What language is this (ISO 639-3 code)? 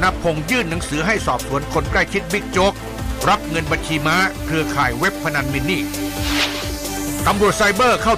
tha